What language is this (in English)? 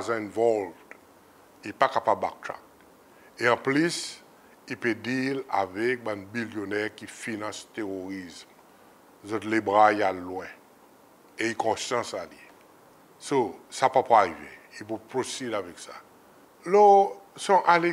Seselwa Creole French